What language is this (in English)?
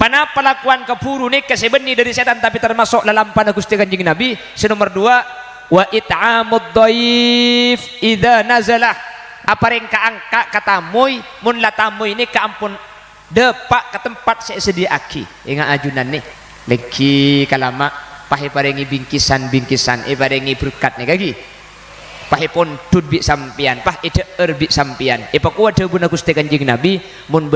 Madurese